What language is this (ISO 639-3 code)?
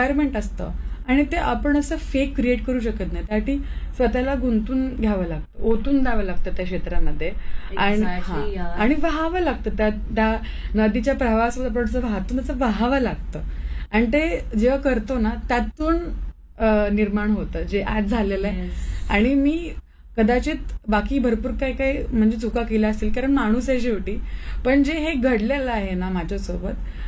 mar